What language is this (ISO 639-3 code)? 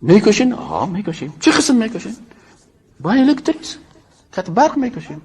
fas